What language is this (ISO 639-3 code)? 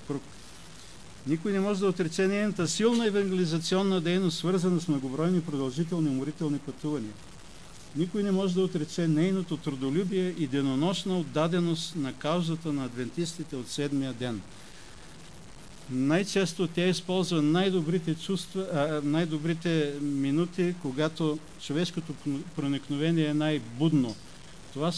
bul